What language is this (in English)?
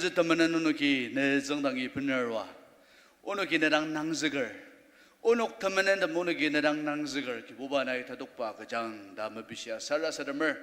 Ao Naga